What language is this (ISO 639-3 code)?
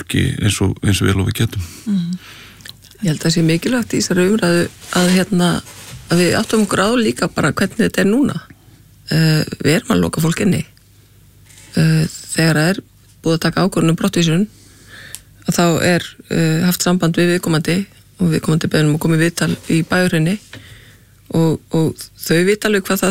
isl